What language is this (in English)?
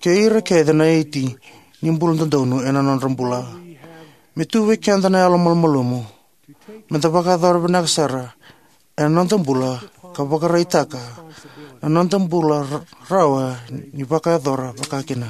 Fijian